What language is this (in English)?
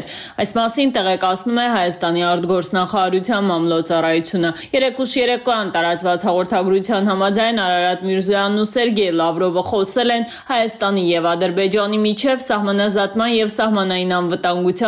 Armenian